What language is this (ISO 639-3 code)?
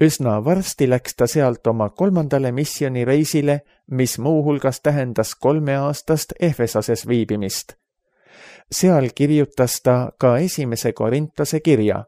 est